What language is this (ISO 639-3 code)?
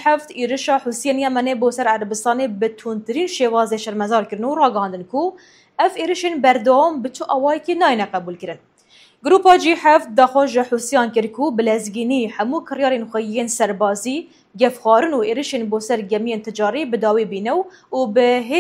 kur